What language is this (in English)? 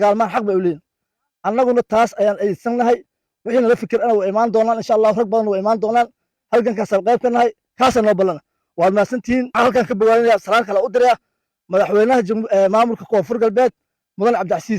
Somali